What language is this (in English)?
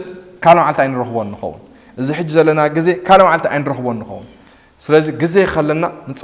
Tigrinya